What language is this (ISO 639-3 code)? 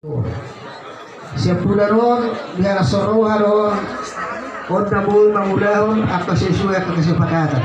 bbc